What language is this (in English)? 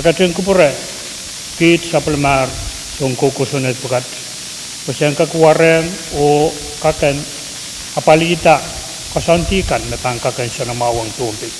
Pohnpeian